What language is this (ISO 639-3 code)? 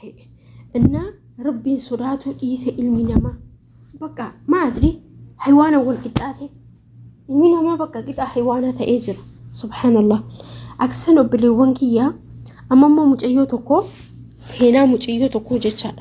orm